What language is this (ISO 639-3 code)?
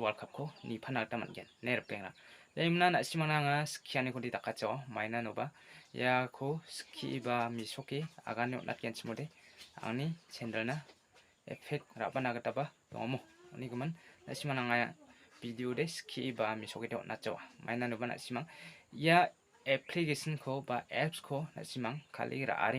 grt